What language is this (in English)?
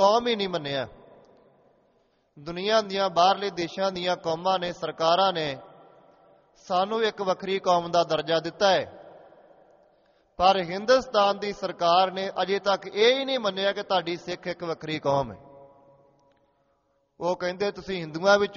Punjabi